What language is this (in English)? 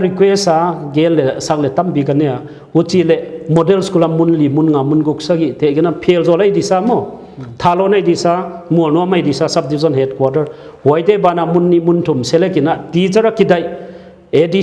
Paite Chin